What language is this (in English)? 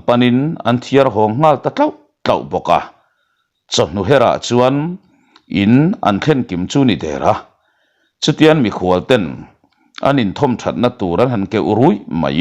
Mizo